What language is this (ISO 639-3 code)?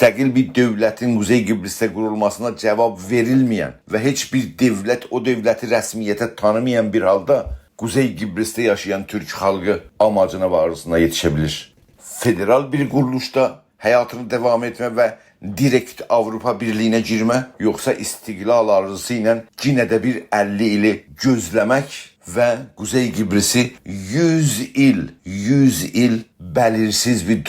azb